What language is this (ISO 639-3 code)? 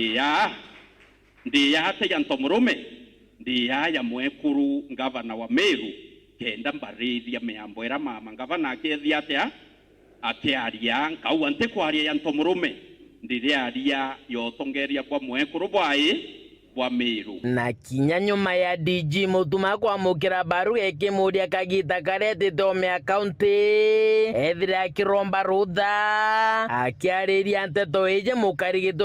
mer